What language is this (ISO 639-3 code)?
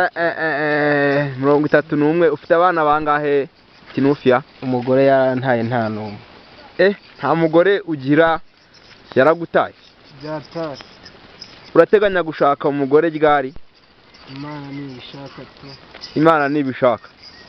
kin